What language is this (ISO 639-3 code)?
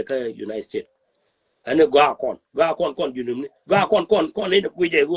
nus